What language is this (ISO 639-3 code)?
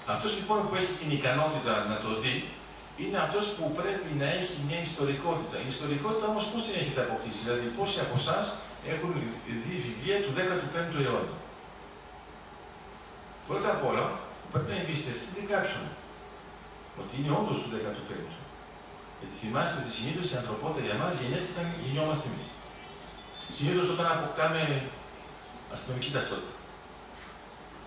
ell